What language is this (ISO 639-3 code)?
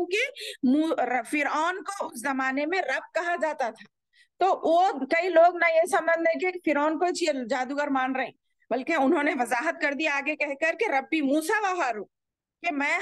urd